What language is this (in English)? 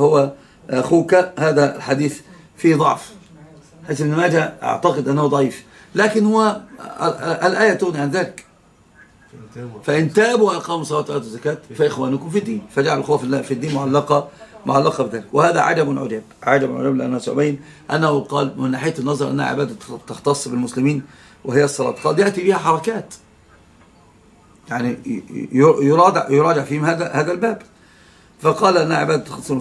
Arabic